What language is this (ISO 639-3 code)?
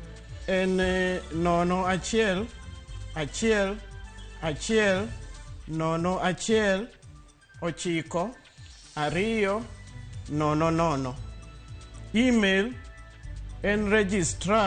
luo